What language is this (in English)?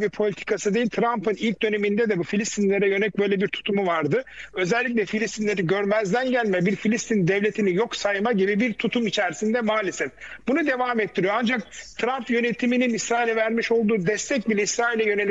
Turkish